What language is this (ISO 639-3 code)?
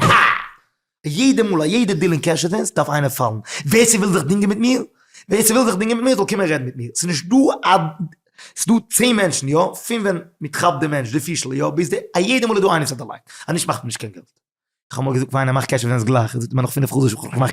yid